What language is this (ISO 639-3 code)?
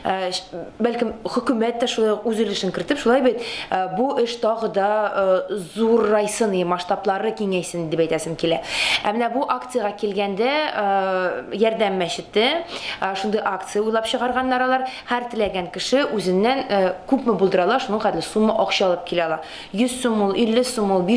tat